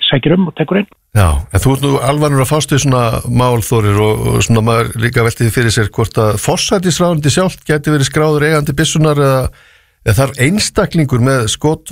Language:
Icelandic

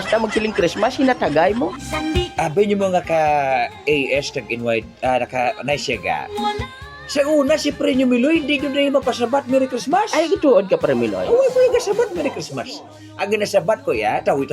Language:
Hiligaynon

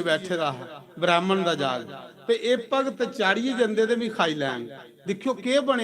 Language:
Dogri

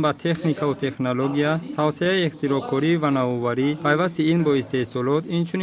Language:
Tajik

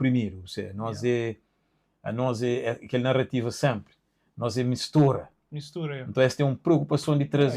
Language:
Kabuverdianu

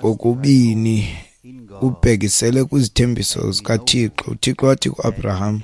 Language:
Xhosa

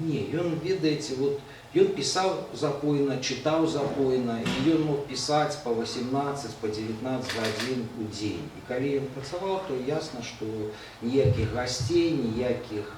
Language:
Belarusian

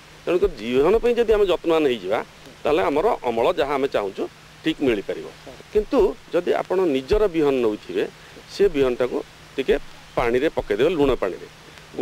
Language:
Odia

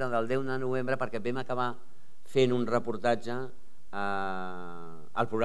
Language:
Catalan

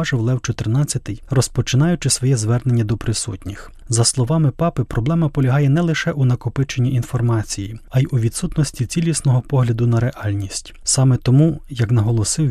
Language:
Ukrainian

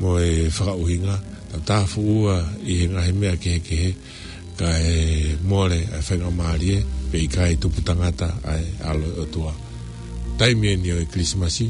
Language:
Tongan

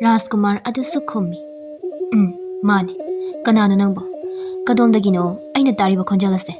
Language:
Manipuri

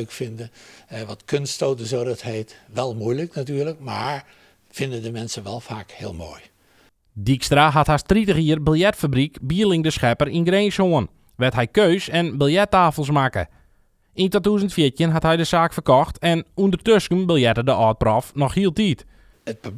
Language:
Western Frisian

